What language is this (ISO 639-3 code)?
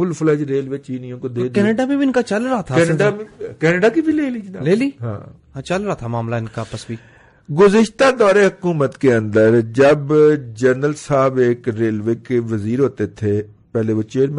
urd